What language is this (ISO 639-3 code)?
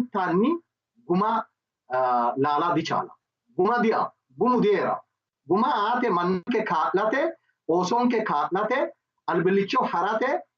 sid